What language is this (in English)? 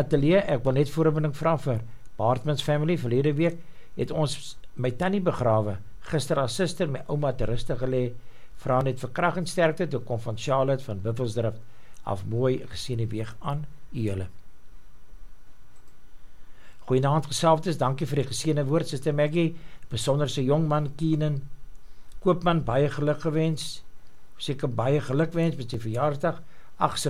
Afrikaans